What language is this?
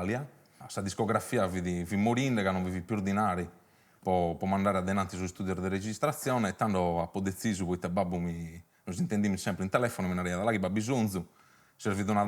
Sardinian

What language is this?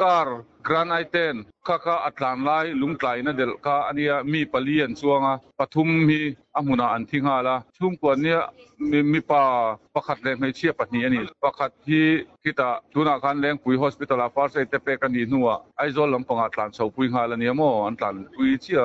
Mizo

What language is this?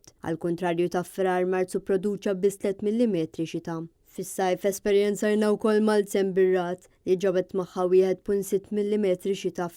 Maltese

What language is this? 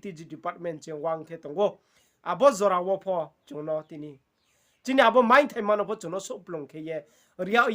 Riang (India)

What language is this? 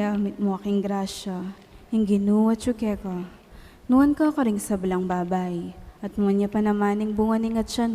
Pampanga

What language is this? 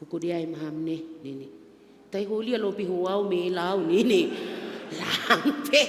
Batak Simalungun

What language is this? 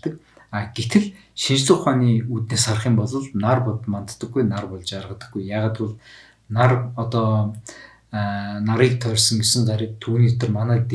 Mongolian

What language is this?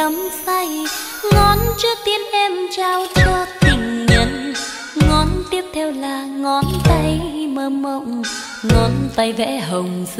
Vietnamese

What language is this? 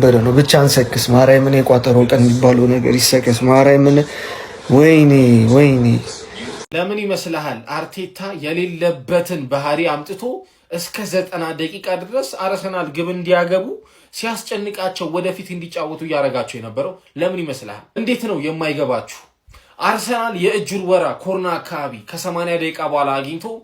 Amharic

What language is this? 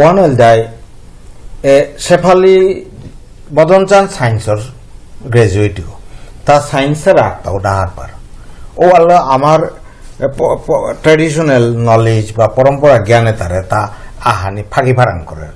Bishnupriya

